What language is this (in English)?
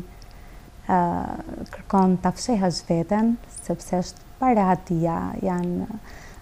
Albanian